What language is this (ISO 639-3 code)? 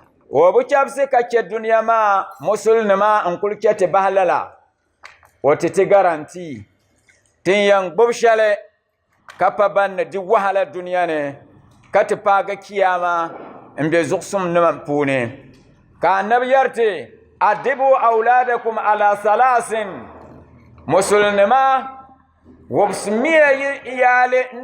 dag